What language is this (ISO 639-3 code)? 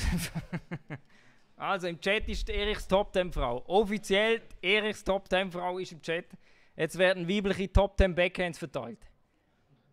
gsw